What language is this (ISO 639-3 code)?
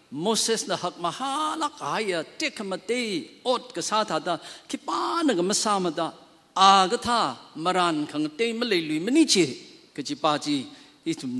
nmf